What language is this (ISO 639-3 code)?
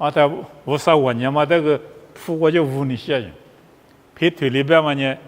lis